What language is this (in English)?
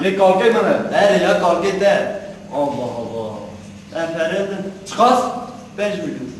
Kurdish